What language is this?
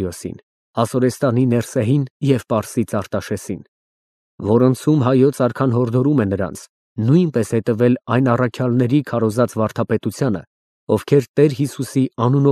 Armenian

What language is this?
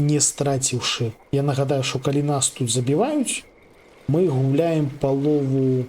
Belarusian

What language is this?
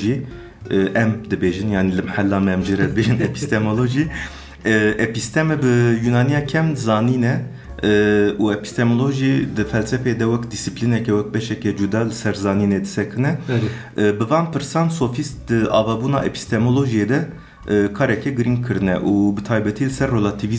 Kurdish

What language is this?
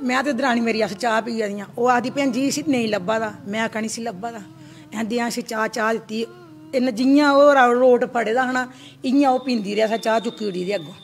Dogri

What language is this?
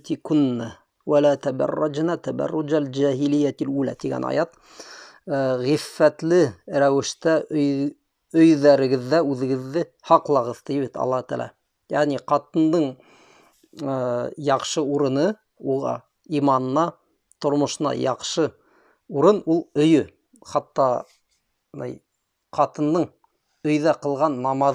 Bashkir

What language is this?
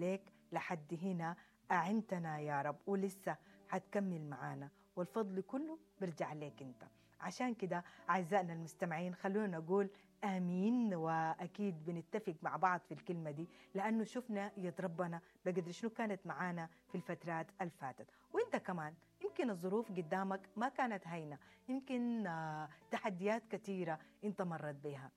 Sudanese Arabic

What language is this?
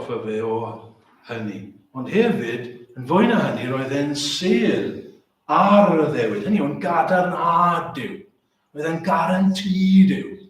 Welsh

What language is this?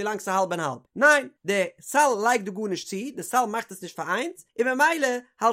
Yiddish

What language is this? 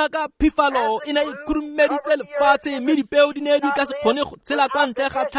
Tswana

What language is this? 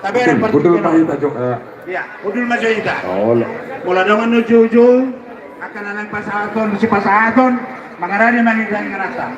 Batak Toba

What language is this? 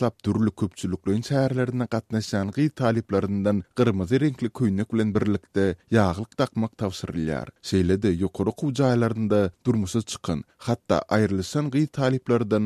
Turkmen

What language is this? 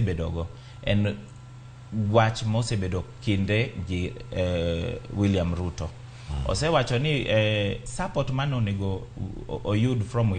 Luo (Kenya and Tanzania)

